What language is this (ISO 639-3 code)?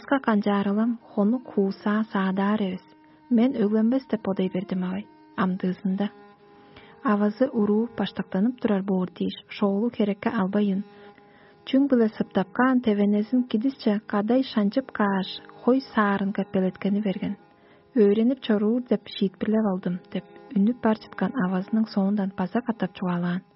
tyv